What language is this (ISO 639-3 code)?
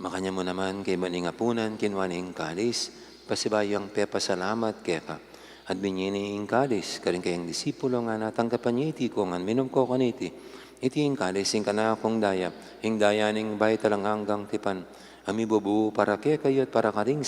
pam